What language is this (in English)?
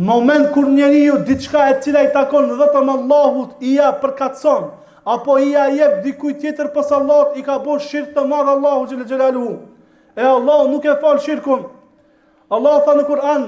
Albanian